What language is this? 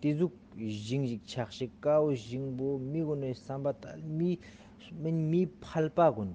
Ladakhi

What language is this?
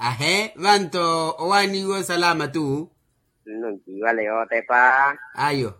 Makhuwa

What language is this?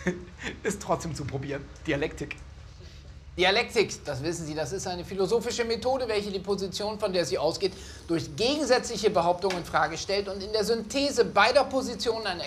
German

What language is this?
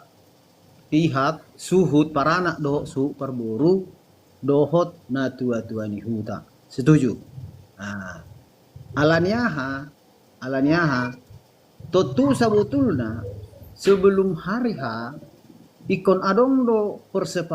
Batak Toba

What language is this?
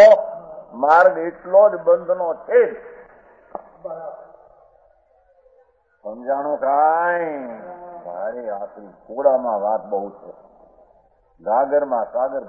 Gujarati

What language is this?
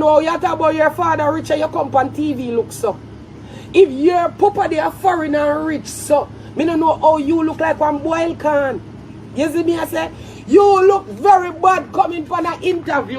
Jamaican Creole English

